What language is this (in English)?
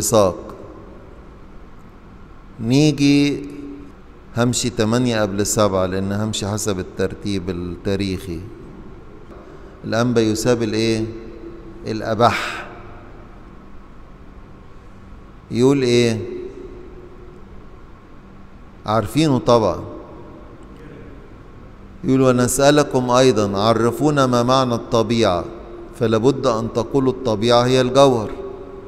Egyptian Arabic